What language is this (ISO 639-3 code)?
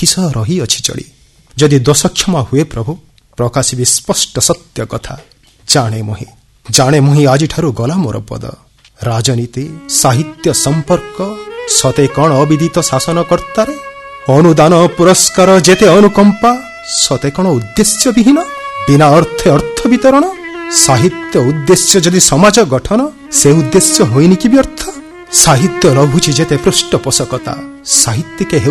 ori